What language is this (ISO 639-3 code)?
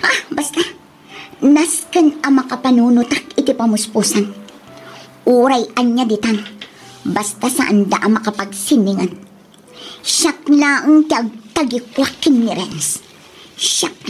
ilo